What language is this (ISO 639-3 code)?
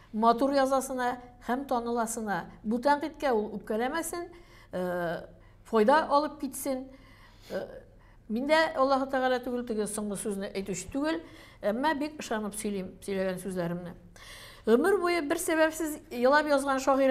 tat